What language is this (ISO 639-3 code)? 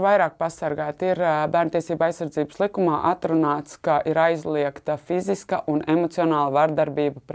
lav